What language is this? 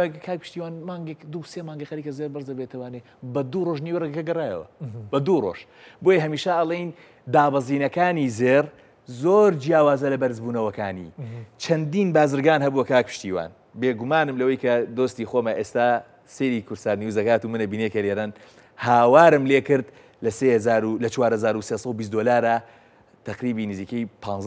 Central Kurdish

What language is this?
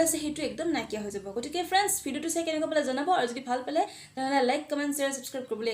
Assamese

